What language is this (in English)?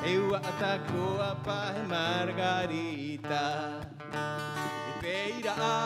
Rapanui